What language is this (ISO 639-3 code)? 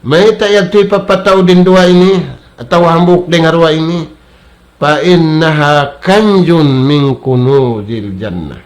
tsg